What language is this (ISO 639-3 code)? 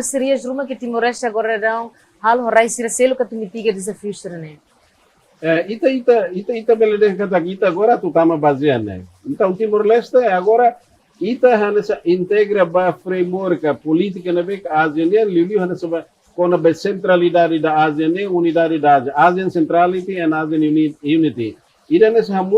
tet